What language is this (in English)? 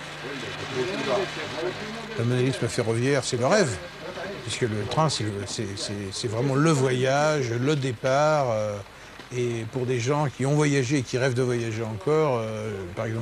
French